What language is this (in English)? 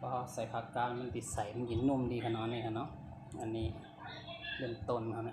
Shan